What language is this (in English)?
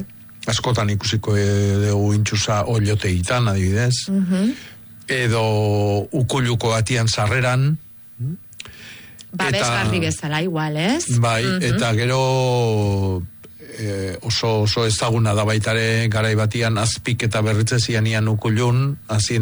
Basque